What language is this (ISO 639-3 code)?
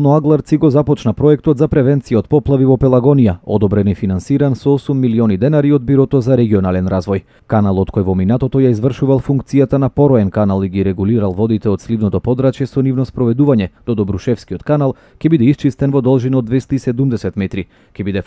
mkd